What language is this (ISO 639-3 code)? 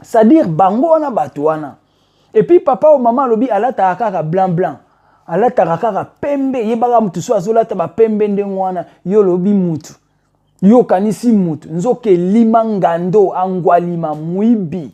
lin